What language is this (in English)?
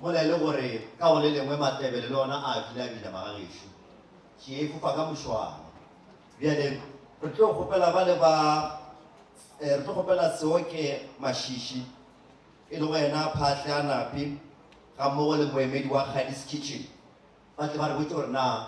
Northern Sotho